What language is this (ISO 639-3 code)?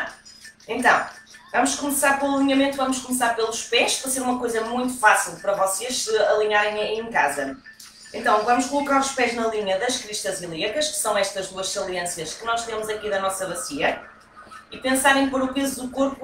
por